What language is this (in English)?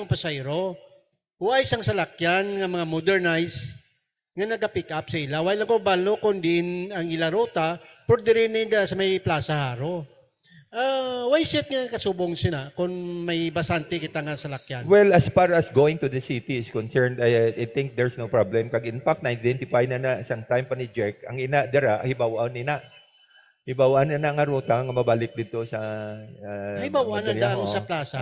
Hiligaynon